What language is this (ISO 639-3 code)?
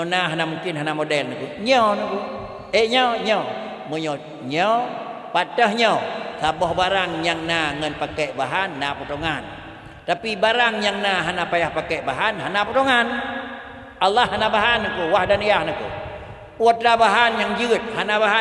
ace